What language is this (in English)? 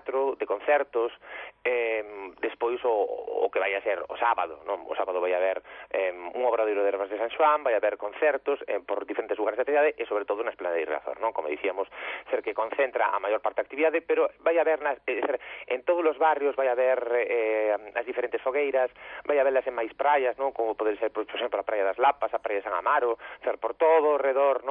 Galician